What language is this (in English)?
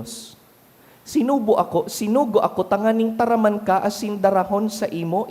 Bikol